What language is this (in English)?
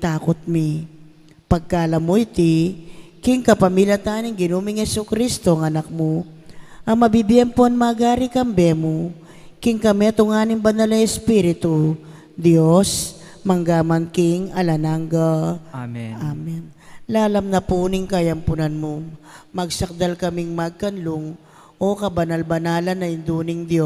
Pampanga